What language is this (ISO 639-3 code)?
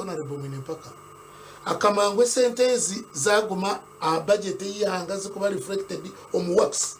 nyn